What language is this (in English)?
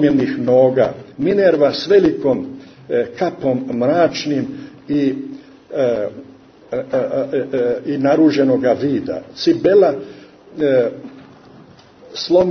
Croatian